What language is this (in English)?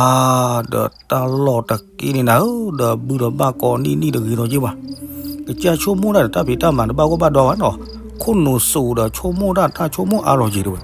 S'gaw Karen